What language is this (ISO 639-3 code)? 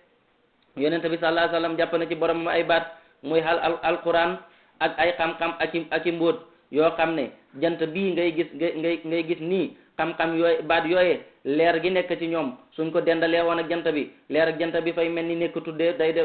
wol